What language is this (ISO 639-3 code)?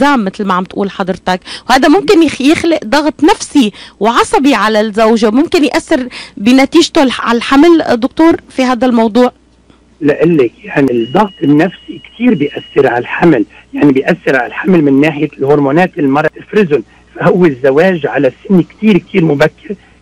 apc